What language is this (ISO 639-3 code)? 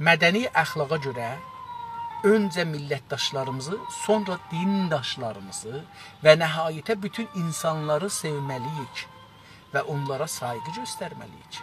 azb